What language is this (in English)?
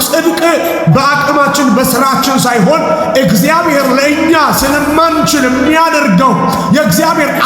Amharic